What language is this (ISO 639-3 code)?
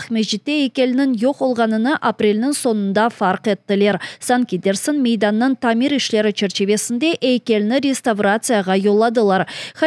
crh